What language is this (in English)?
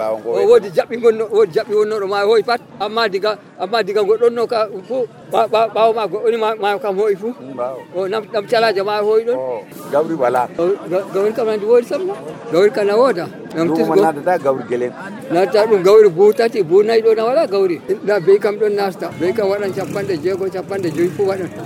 Nigerian Fulfulde